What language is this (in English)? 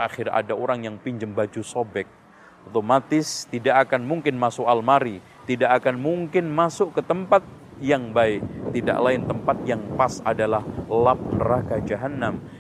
Indonesian